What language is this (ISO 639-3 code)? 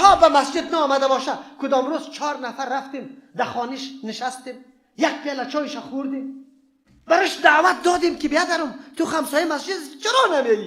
fas